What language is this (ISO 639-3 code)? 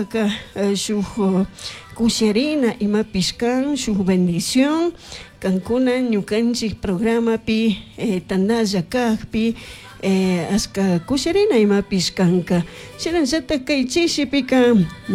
qug